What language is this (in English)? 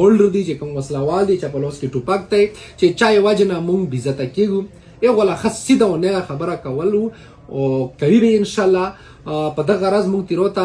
Pashto